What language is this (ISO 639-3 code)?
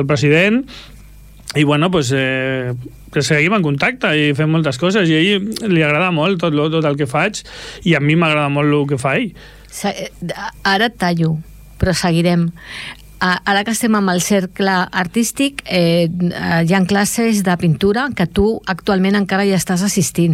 cat